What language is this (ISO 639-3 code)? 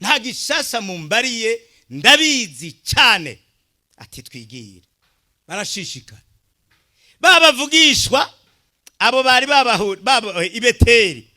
run